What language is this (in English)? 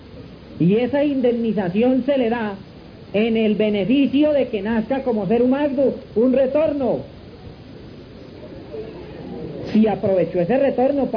Spanish